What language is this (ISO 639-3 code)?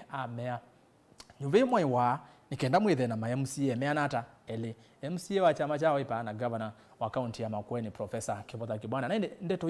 kam